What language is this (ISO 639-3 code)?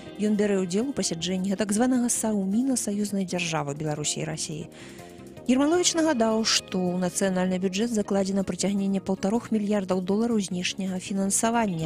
bel